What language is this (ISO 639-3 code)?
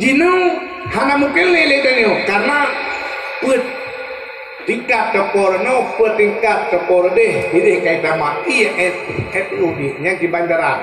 ace